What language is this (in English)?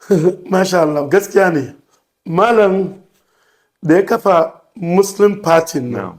Hausa